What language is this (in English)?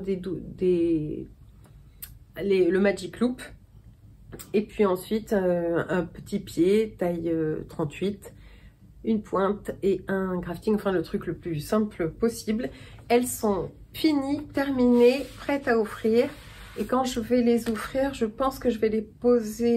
French